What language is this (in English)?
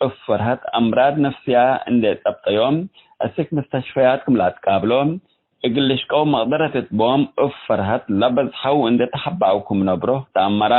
Tigre